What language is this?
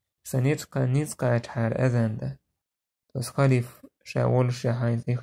Chechen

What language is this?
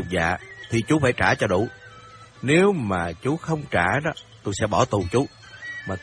Vietnamese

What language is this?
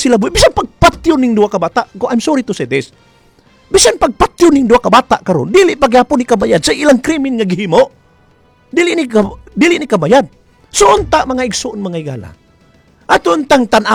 Cebuano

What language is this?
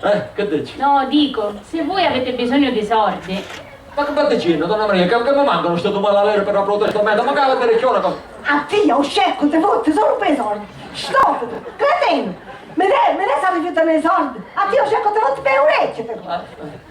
Sicilian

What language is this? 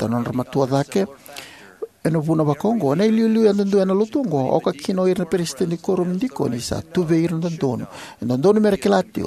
Fijian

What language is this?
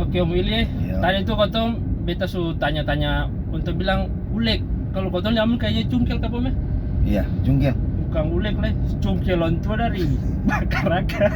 Ambonese Malay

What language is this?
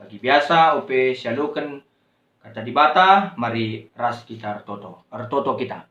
Batak Karo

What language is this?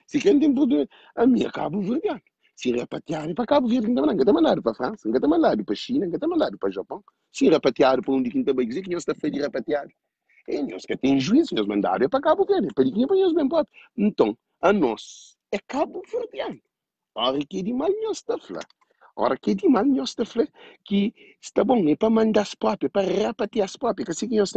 Kabuverdianu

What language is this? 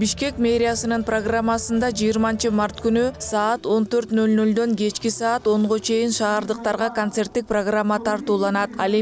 Kyrgyz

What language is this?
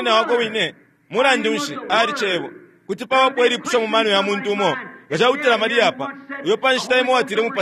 Bemba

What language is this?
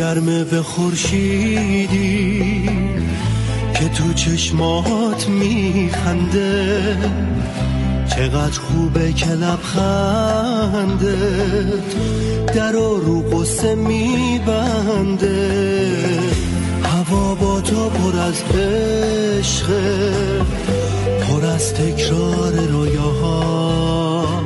Persian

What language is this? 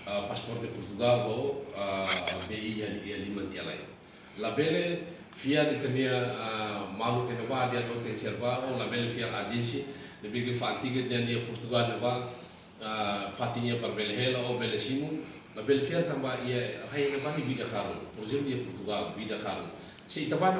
Tetum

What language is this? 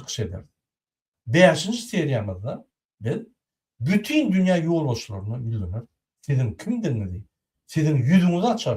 Turkmen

